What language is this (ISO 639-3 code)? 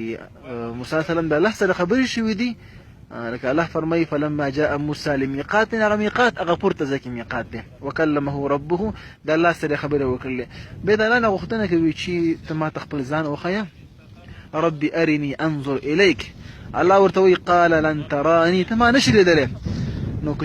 pus